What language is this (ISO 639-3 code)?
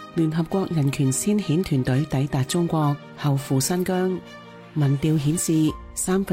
yue